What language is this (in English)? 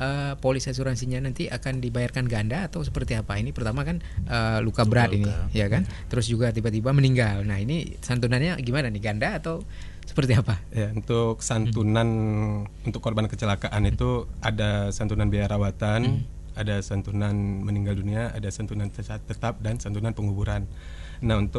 Indonesian